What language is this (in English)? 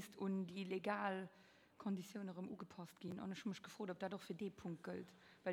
Luxembourgish